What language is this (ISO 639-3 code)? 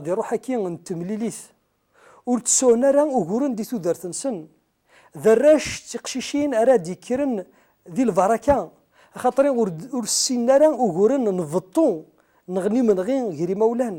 kab